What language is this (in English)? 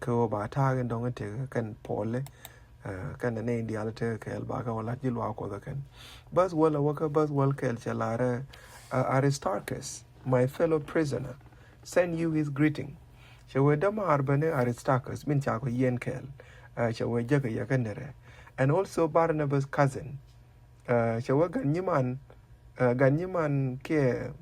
Nuer